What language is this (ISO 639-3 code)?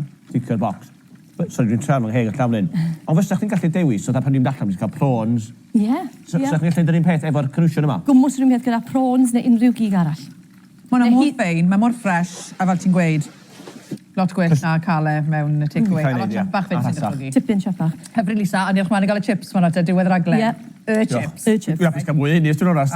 cym